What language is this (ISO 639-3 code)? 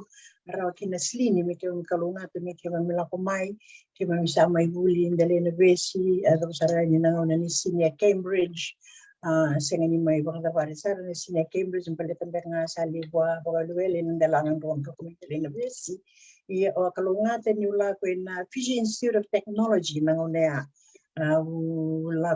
fij